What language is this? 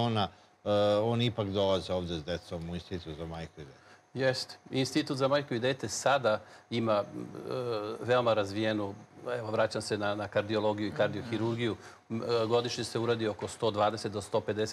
Serbian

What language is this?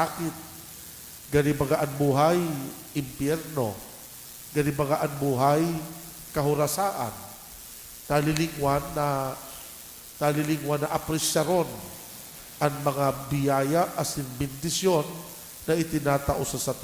Bikol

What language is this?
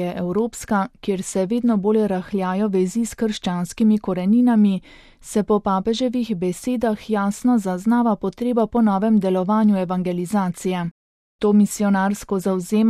Slovenian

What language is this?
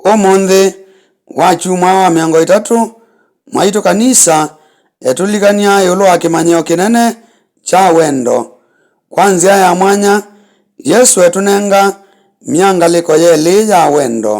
Kamba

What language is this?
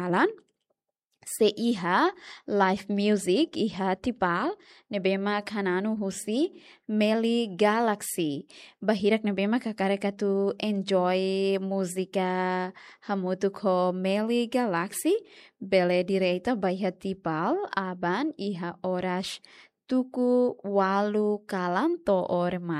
Tetum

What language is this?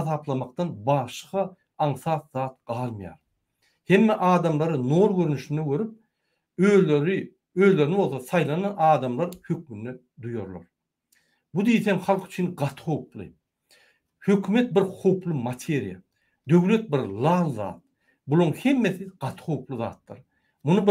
Turkmen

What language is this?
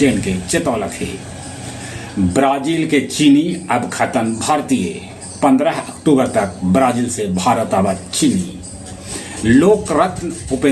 Magahi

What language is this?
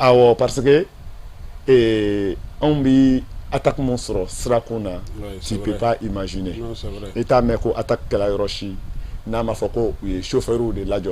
Bambara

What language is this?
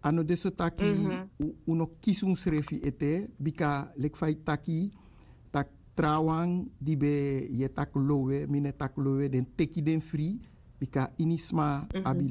Sranan Tongo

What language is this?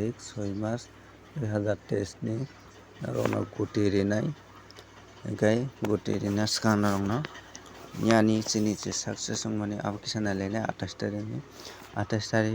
Kok Borok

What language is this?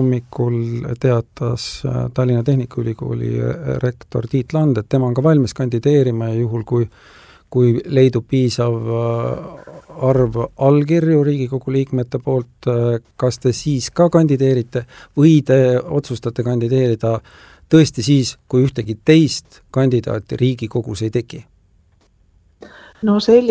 Estonian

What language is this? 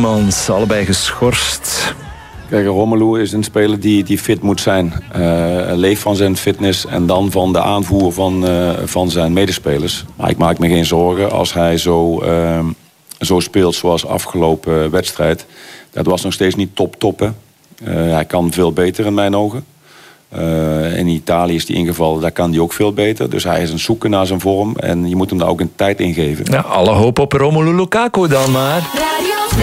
Dutch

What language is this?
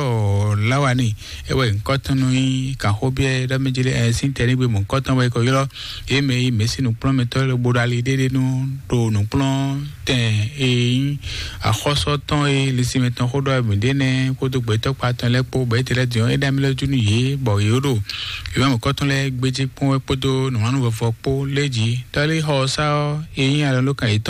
Fon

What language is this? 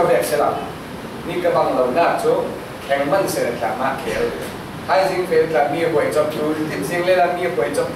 Falam Chin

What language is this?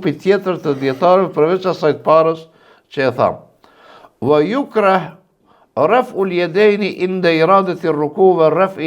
Albanian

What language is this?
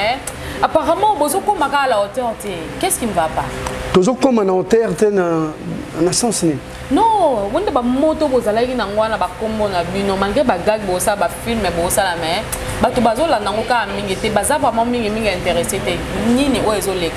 Lingala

